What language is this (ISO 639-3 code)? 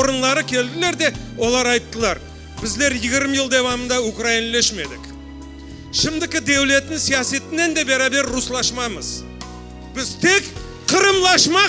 crh